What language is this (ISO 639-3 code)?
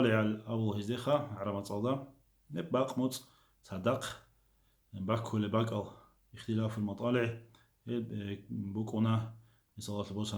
ava